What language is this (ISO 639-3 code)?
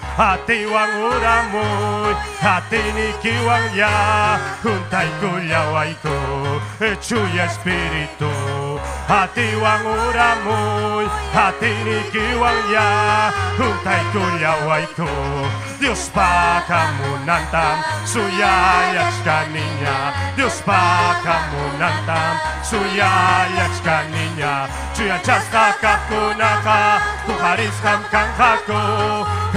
quy